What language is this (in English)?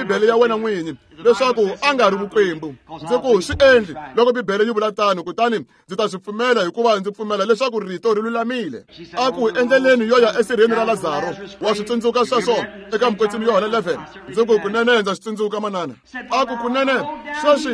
Tsonga